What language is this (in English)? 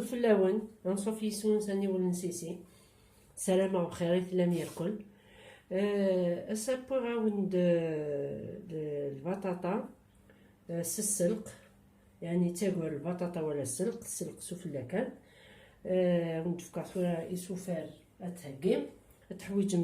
Kabyle